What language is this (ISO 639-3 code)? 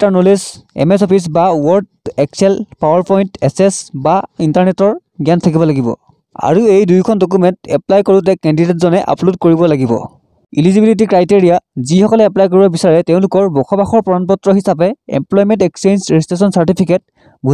asm